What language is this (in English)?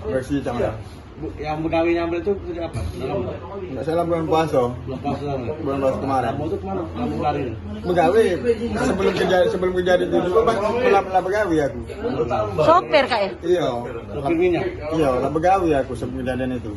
Musi